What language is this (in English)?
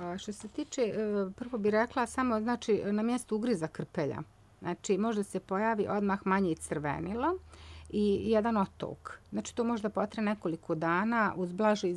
Croatian